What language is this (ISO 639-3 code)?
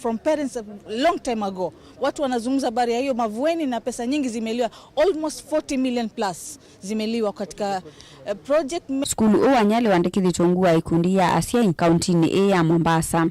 kam